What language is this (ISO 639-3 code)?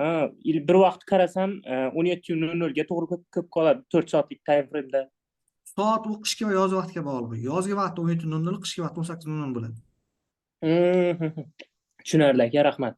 uzb